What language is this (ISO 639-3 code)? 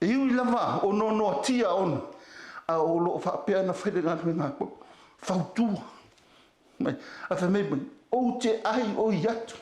smo